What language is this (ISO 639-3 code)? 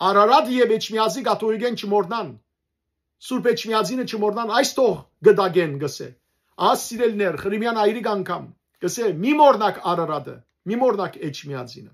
hyw